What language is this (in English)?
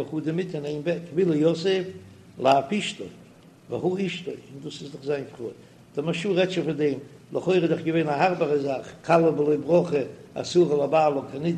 Yiddish